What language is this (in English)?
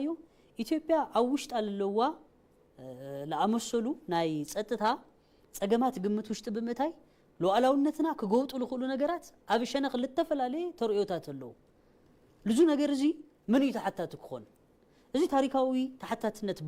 Tigrinya